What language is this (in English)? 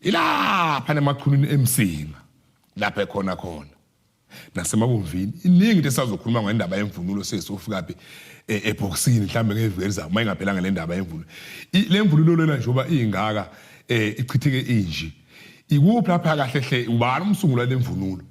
Zulu